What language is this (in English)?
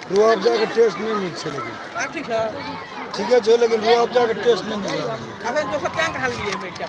Maithili